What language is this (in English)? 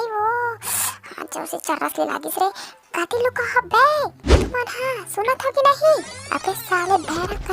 Chhattisgarhi